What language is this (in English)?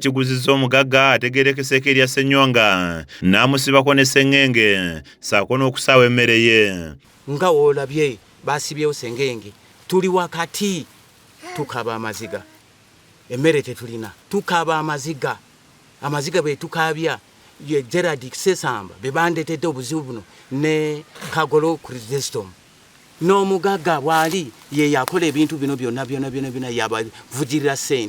Ganda